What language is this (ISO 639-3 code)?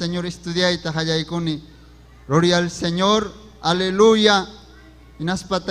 quy